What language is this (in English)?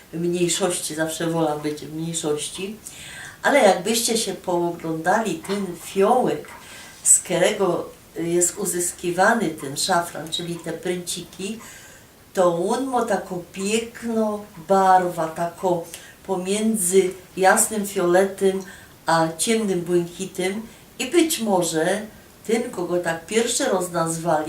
Silesian